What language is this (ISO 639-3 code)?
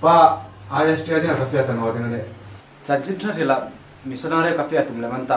hmr